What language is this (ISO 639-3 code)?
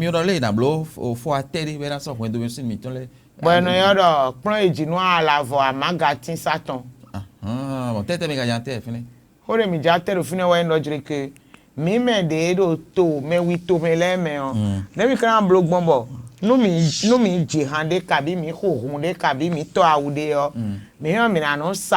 fon